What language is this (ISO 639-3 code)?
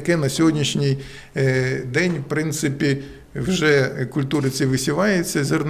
ukr